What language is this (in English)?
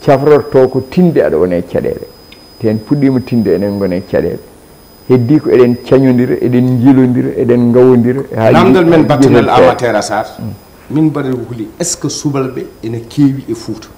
Fula